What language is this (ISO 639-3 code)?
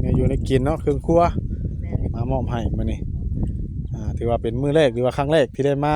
tts